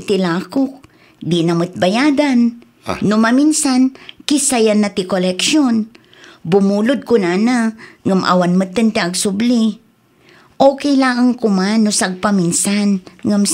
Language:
Iloko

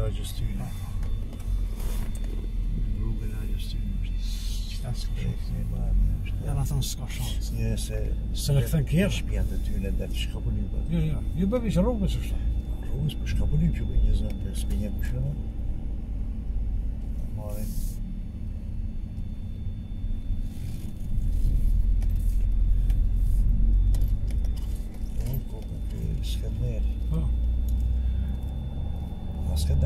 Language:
Gheg Albanian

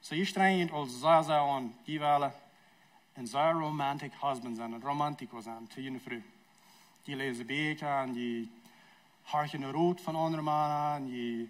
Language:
Plautdietsch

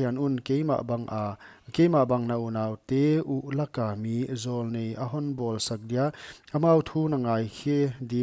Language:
Paite Chin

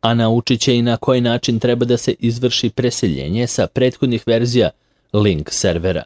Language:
Serbian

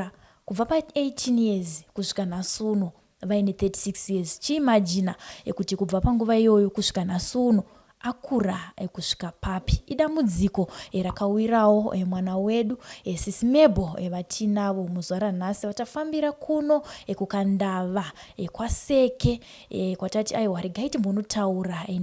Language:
Shona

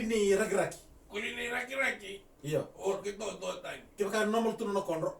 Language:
Fijian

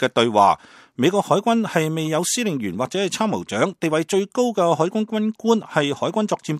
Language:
Cantonese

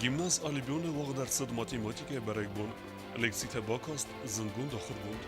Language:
Ossetic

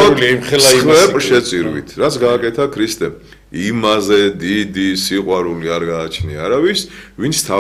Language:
Georgian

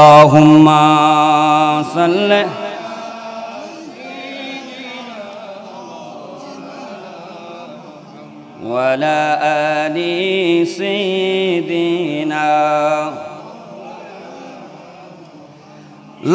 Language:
Bangla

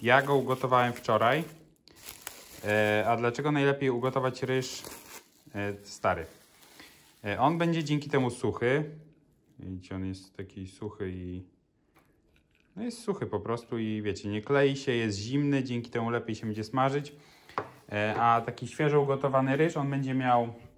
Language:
Polish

